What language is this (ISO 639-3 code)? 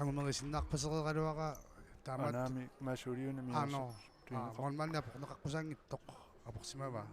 kal